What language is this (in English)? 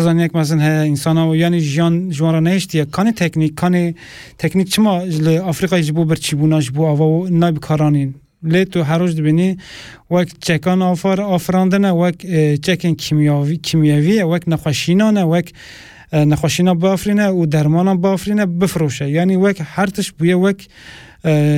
Kurdish